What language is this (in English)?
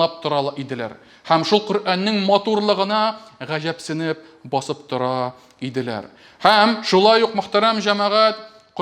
Tatar